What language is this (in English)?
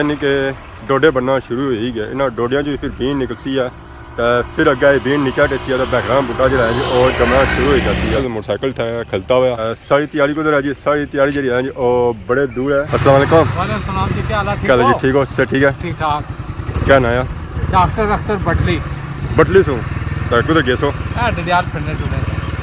Pahari-Potwari